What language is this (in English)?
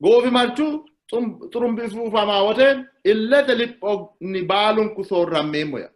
Sidamo